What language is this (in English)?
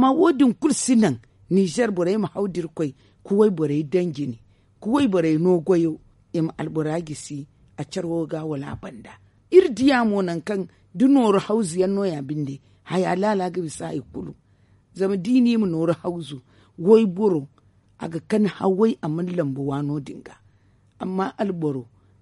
Zarma